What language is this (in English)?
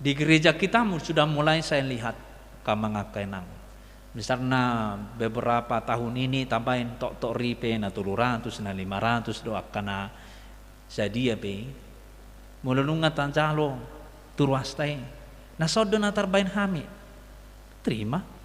Batak Toba